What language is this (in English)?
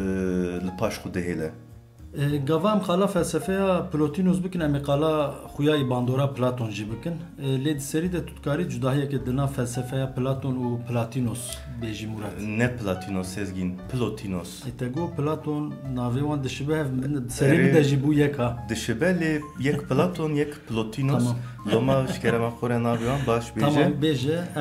Kurdish